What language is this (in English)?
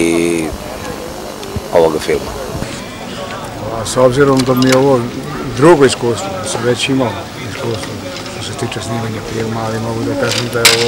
Serbian